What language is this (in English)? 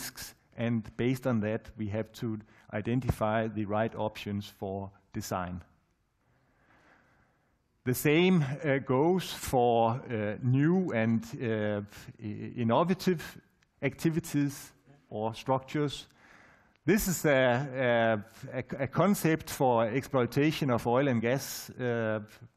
English